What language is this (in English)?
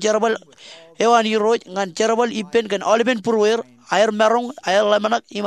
Marshallese